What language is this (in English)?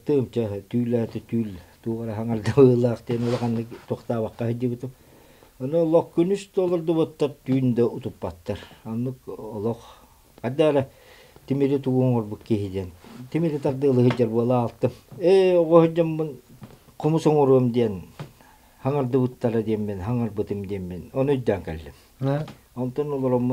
Yakut